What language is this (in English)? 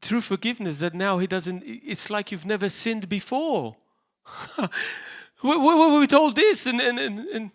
English